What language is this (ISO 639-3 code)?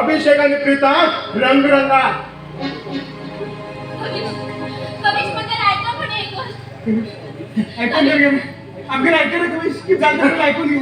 kok